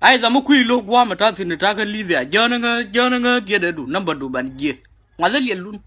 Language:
Nuer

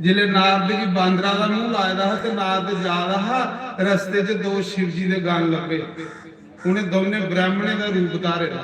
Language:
Dogri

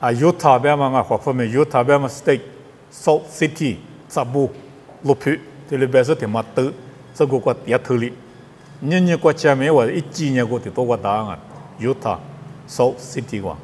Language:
Lisu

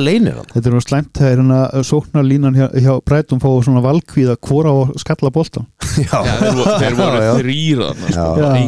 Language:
Icelandic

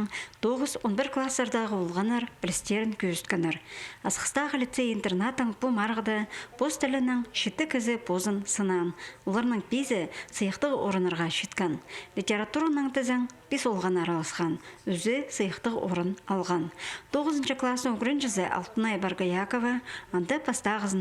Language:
Khakas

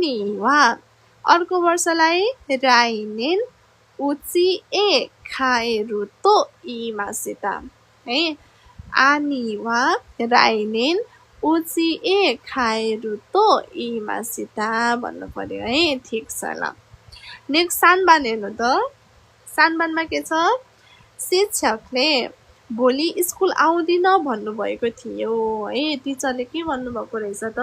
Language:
Nepali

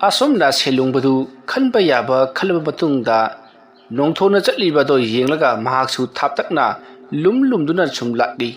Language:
Manipuri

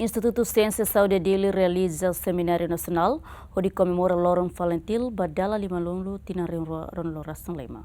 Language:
Tetum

